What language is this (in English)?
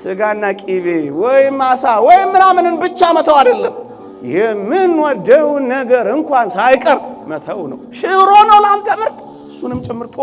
Amharic